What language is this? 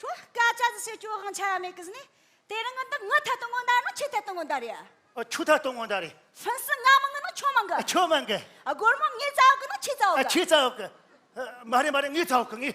Tibetan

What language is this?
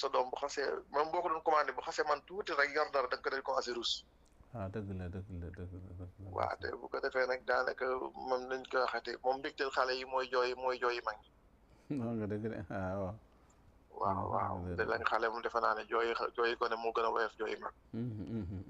Wolof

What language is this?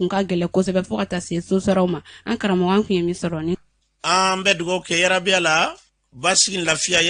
Bambara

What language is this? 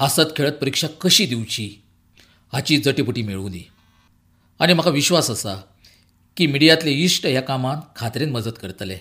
Konkani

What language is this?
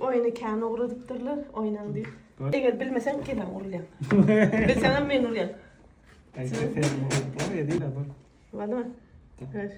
Turkmen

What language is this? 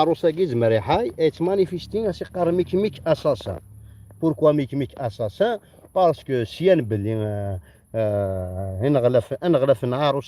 Kabyle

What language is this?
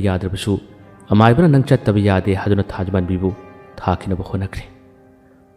Manipuri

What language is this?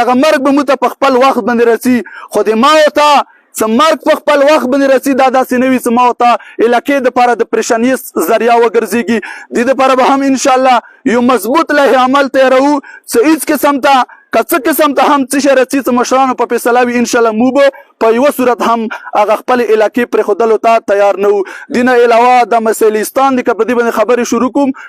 Pashto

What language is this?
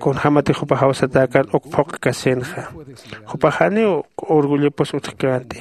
Aymara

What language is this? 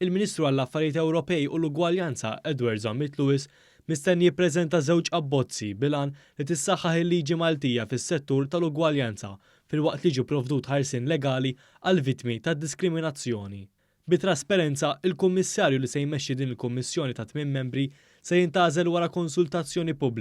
Maltese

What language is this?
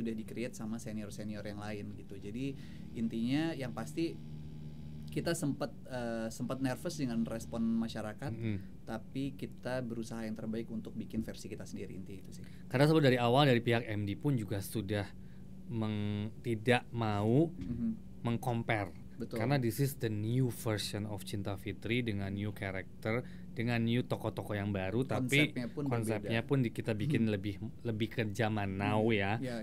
Indonesian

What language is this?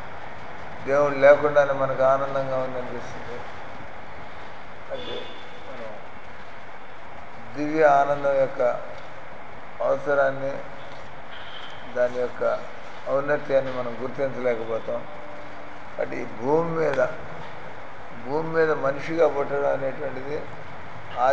Telugu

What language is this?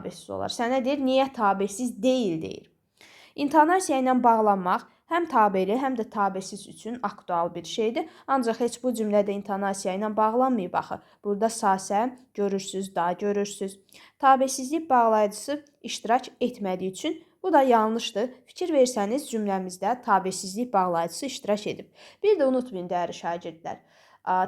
Azerbaijani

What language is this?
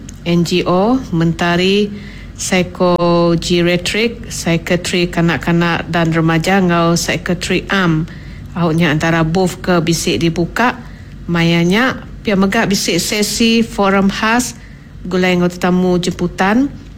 Iban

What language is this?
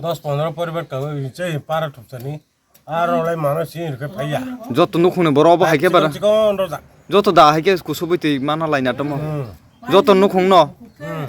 Kok Borok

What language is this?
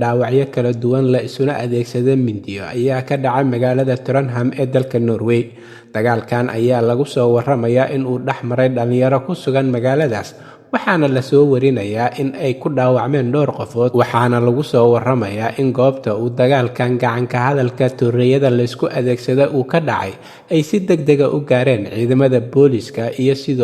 Somali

